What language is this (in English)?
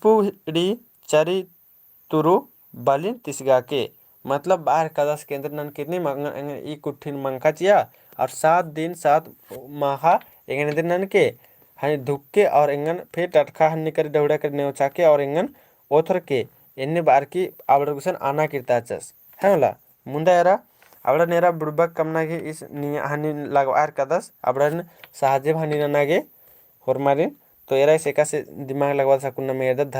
Kurukh